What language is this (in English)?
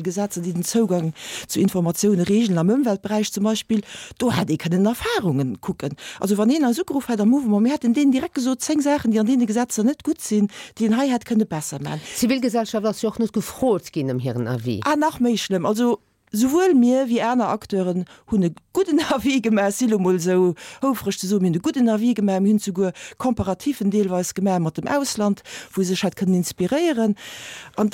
Luxembourgish